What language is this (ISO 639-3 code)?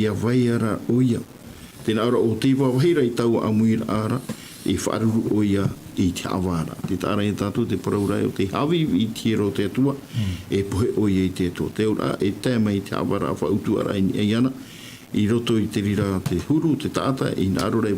tah